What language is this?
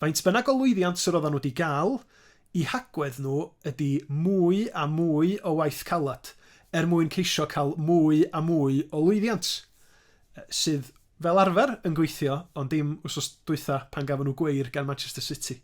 Welsh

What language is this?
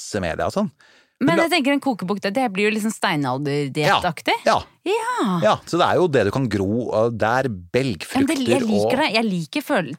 Norwegian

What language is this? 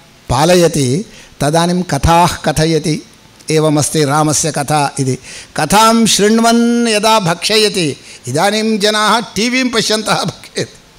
Sanskrit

